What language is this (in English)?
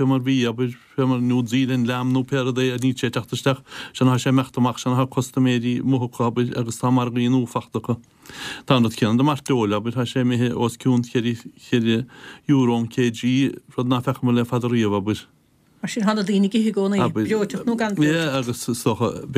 Irish